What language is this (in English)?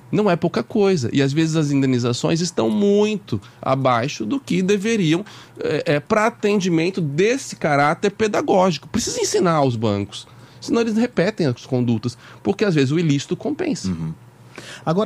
Portuguese